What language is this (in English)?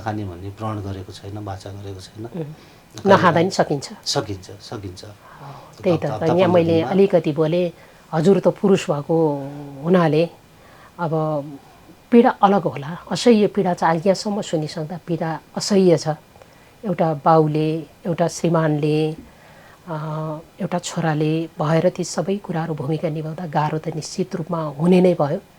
Nepali